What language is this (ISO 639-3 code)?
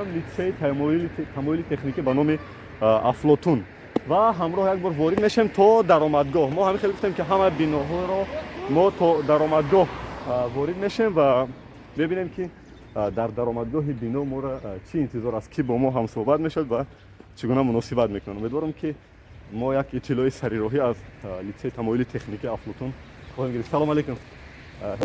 tgk